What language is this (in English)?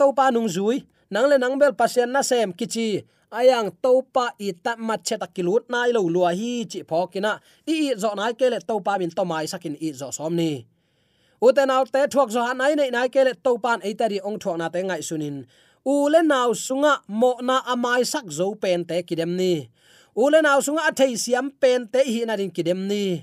Tedim Chin